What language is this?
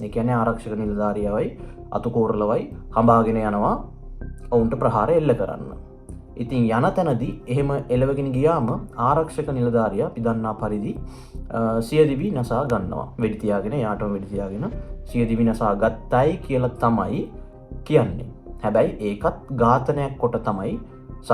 Sinhala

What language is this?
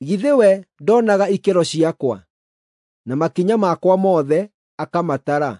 Kikuyu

